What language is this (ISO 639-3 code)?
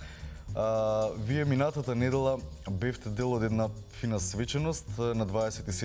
mkd